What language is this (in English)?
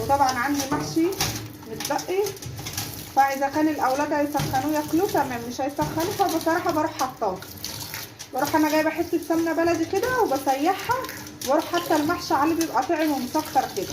Egyptian Arabic